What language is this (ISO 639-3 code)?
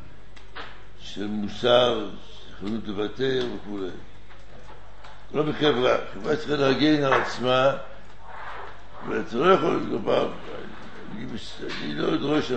heb